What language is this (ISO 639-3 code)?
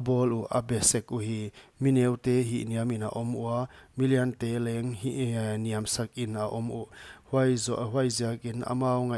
pck